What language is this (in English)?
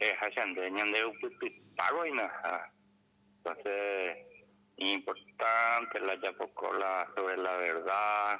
Guarani